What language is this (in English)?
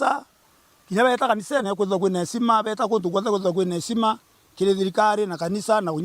Meru